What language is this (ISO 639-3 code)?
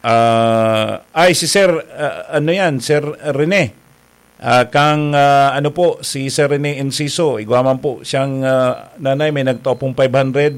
bik